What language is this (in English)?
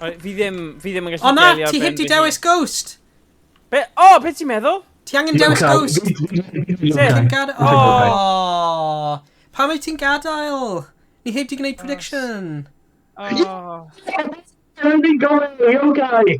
Welsh